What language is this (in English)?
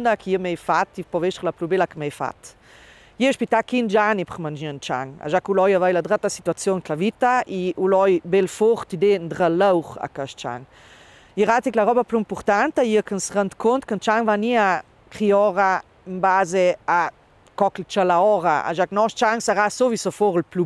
Ladin